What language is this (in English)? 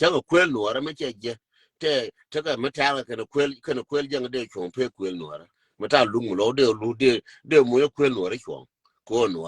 Nuer